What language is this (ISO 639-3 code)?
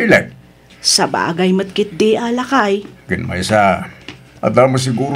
ilo